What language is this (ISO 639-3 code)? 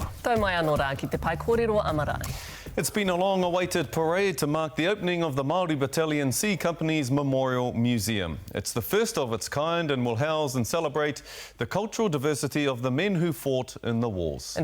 mri